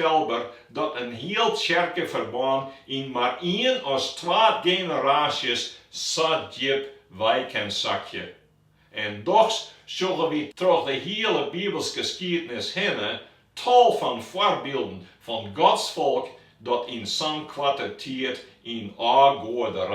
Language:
Western Frisian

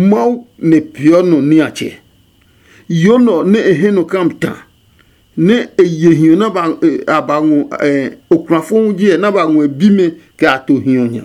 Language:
Adangme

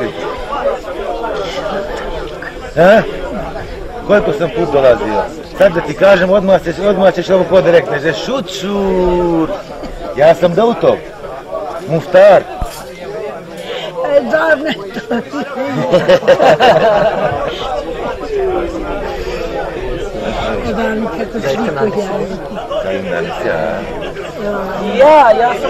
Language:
Bosnian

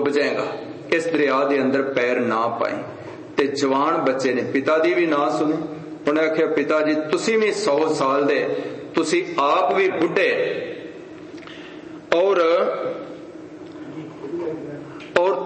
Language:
Punjabi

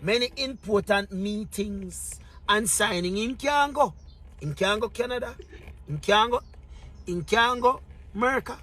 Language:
Jamaican Creole English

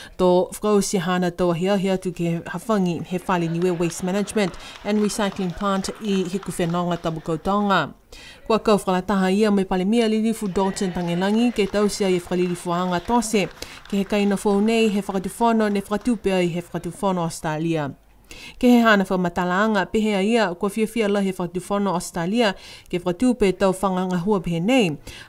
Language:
Niuean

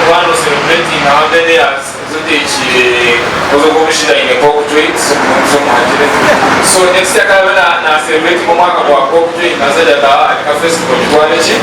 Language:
Nyankole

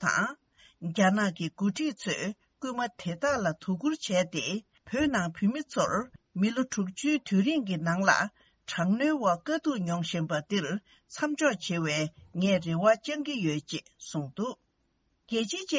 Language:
Tibetan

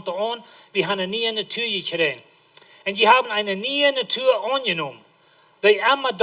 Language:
Plautdietsch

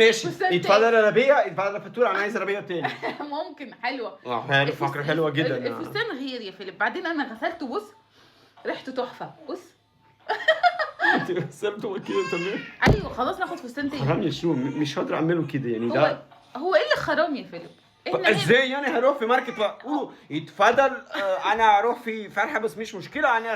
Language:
Egyptian Arabic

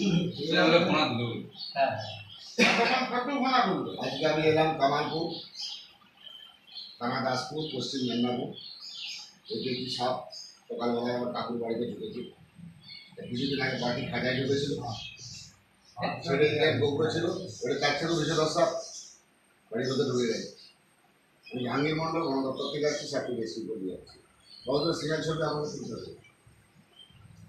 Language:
Bangla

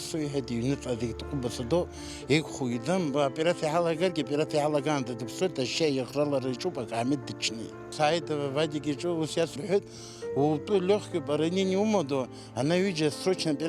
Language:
Abkhazian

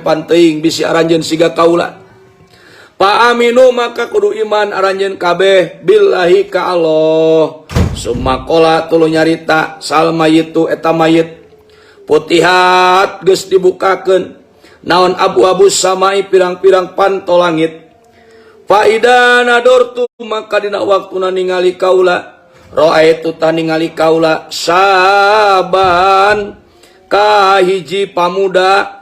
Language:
Sundanese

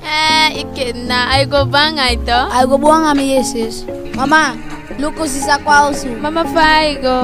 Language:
Eastern Maroon Creole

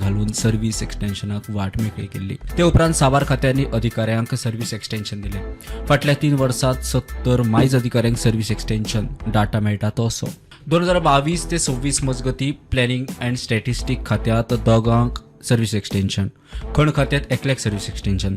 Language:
Konkani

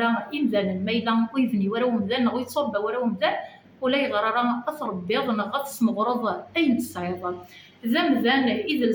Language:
Kabyle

